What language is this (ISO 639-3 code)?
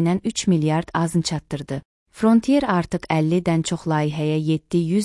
aze